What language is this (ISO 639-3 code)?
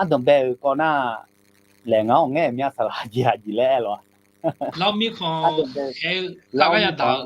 ahk